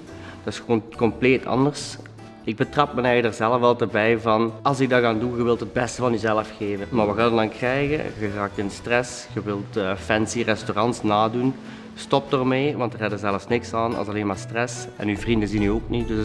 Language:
Dutch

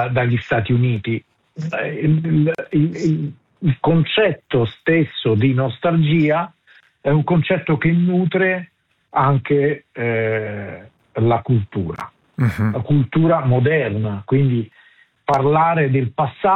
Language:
Italian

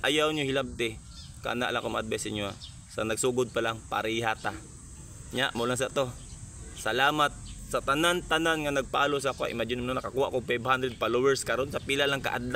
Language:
Cebuano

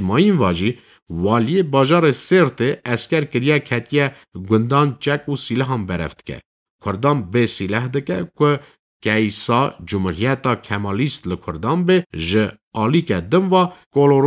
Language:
Kurdish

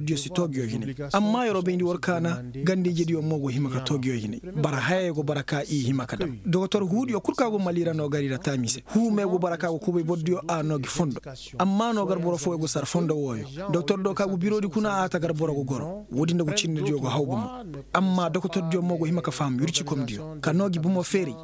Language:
Koyraboro Senni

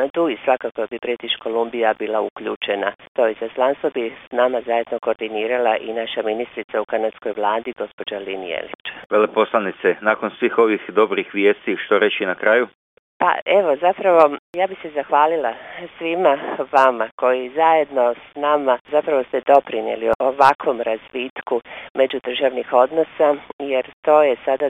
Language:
Croatian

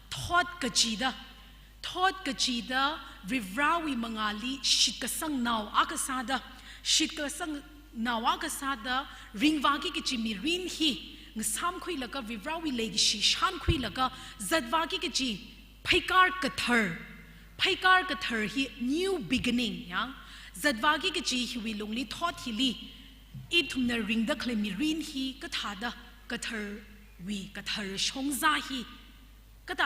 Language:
Tangkhul Naga (India)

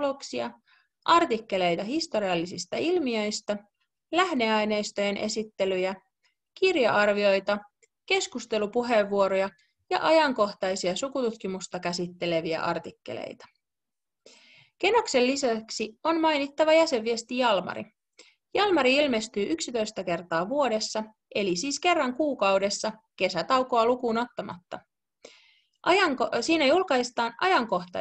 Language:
Finnish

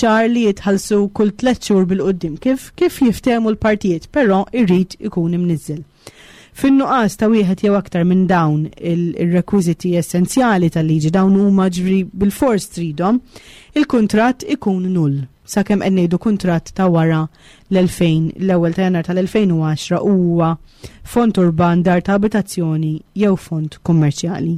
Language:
Maltese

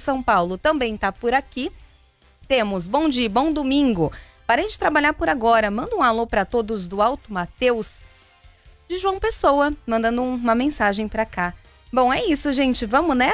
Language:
Portuguese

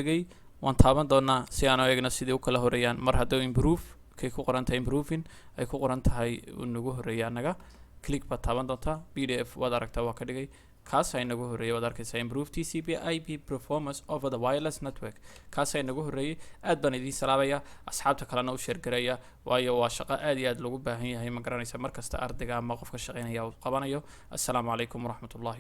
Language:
Somali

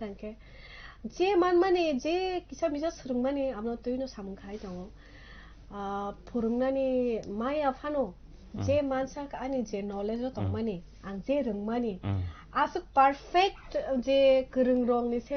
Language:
Kok Borok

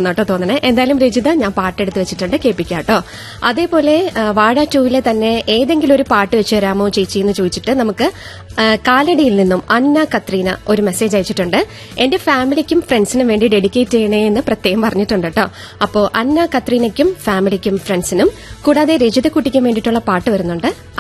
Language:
Malayalam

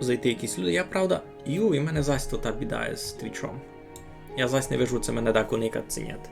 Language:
Rusyn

